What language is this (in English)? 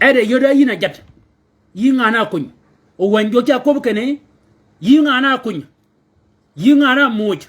Shilluk